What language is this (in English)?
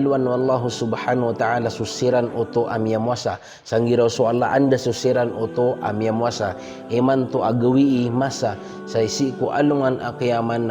Maranao